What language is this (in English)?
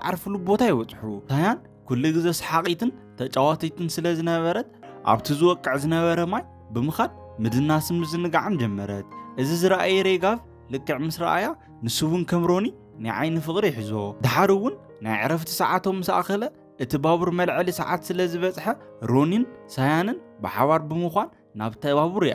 Tigrinya